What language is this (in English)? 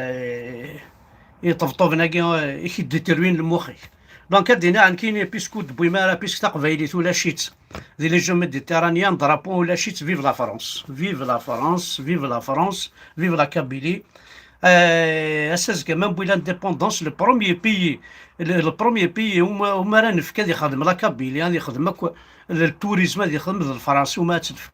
Kabyle